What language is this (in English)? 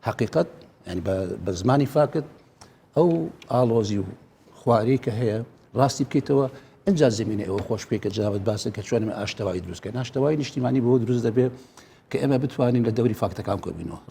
Central Kurdish